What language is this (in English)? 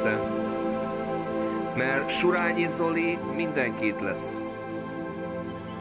Hungarian